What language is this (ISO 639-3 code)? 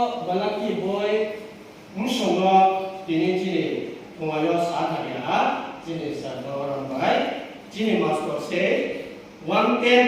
ria